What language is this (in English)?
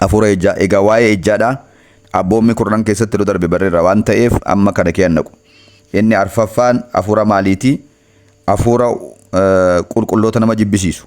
Oromo